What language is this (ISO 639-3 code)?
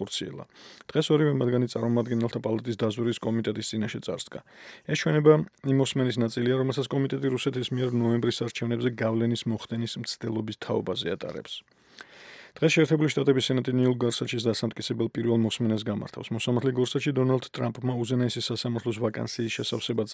kat